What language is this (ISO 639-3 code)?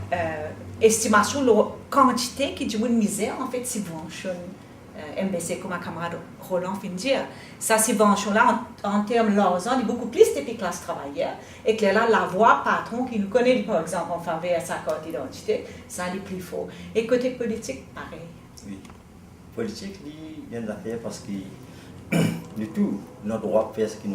mfe